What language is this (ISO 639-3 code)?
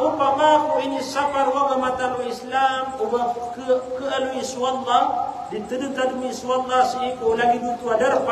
mrw